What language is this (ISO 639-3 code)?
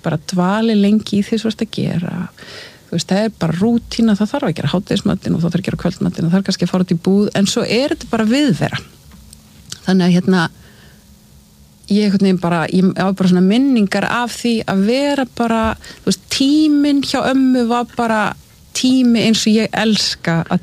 isl